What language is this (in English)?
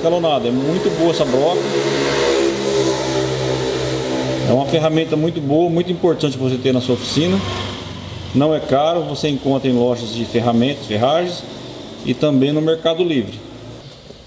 Portuguese